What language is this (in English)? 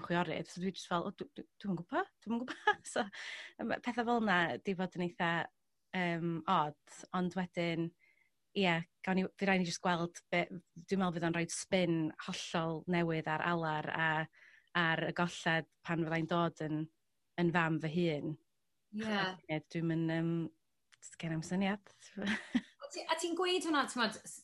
Welsh